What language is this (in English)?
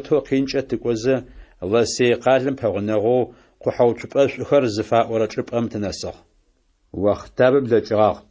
Adyghe